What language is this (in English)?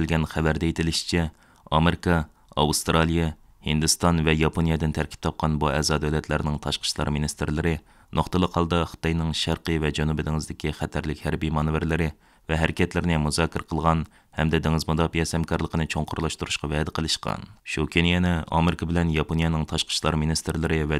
Uyghur